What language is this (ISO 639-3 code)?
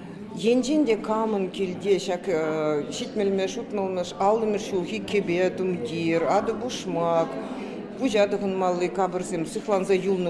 chv